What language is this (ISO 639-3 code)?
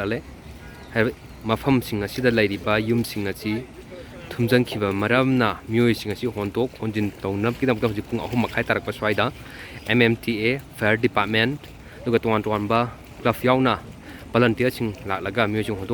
mni